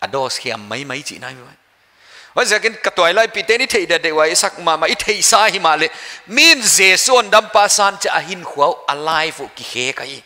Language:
Paite Chin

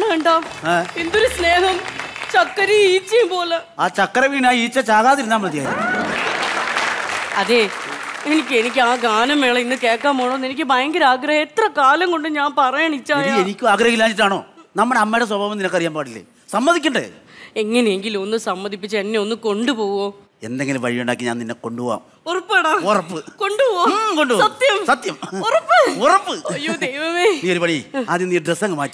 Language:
Malayalam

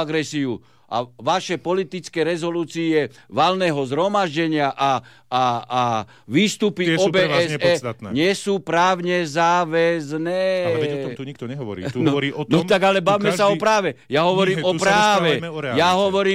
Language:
Slovak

